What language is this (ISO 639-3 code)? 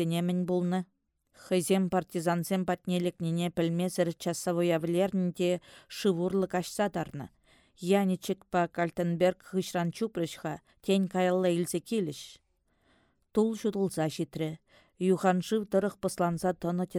chv